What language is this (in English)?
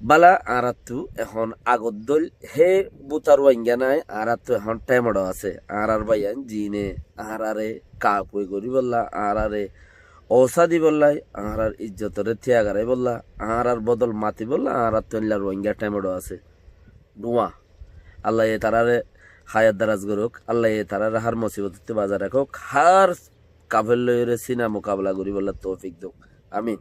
Rohingya